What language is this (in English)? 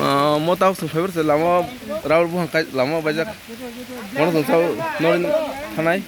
Kok Borok